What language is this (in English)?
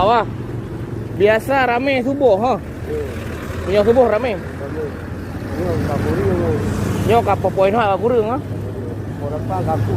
Achinese